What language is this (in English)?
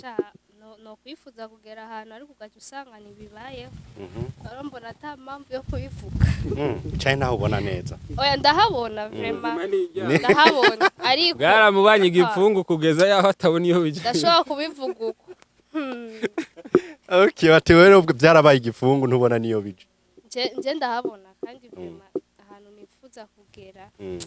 Rundi